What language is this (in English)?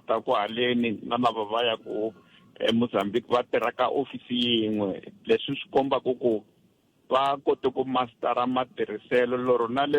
Tsonga